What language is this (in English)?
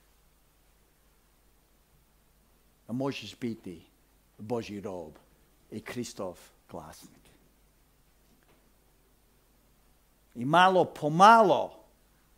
Croatian